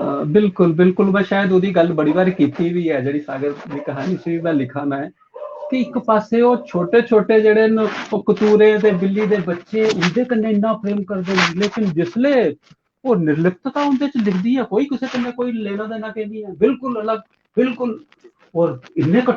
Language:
Dogri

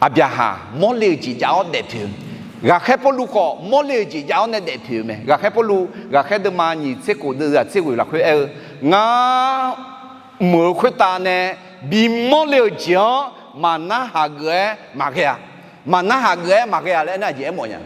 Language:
Akha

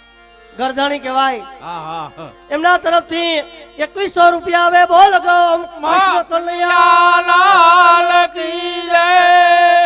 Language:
Gujarati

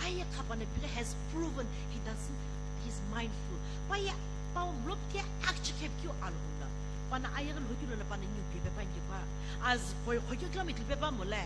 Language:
Sumi Naga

